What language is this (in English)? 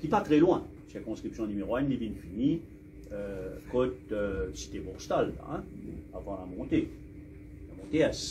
Morisyen